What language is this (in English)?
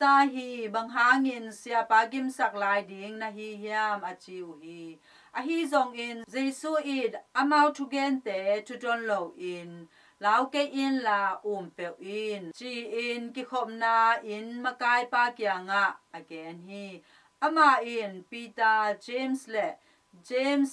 Tedim Chin